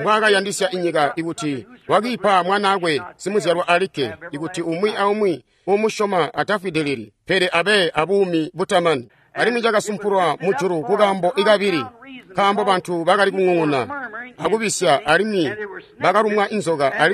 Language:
Tonga (Zambia)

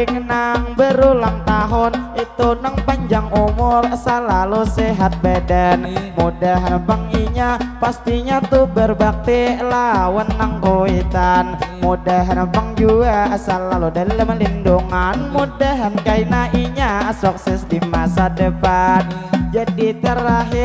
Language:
Banjar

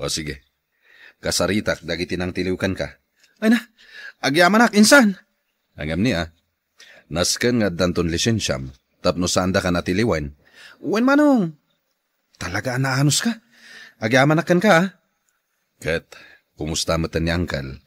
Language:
Iloko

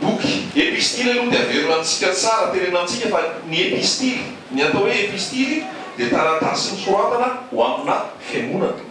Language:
Malagasy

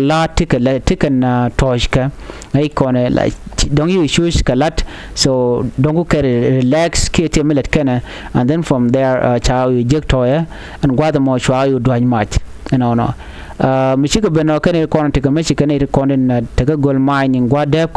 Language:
Nuer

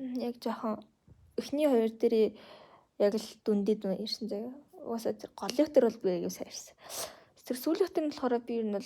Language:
Mongolian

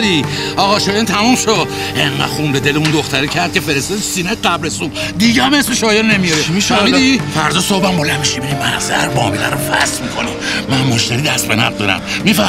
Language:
Persian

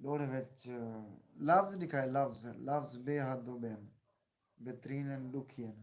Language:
Saraiki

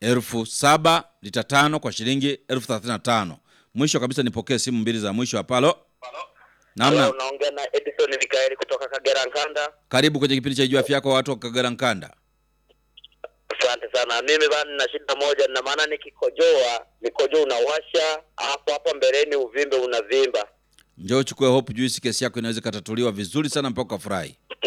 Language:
Swahili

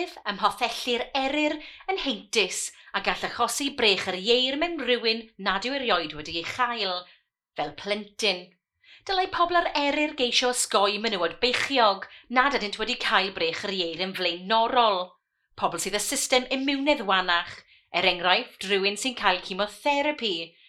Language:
Welsh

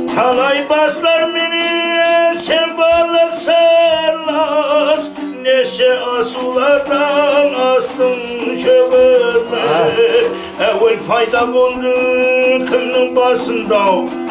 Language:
Kara-Kalpak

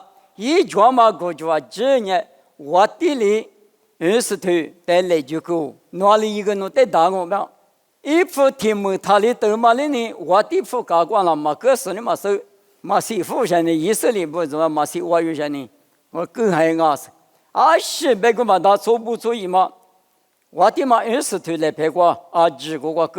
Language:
Lisu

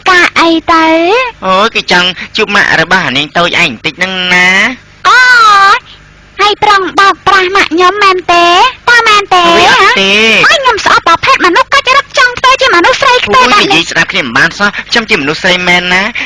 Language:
Khmer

